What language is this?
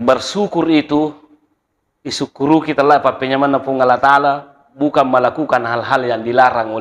Buginese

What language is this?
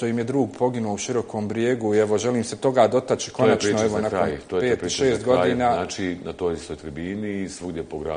Bosnian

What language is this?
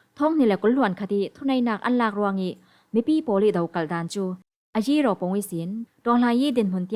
Falam Chin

